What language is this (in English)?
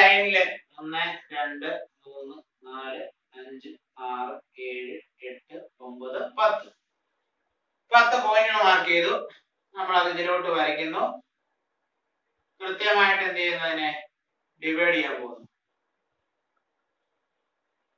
Malayalam